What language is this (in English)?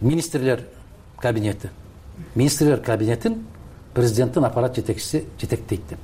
Kyrgyz